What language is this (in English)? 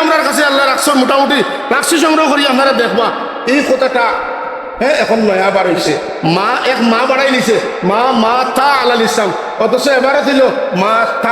Sylheti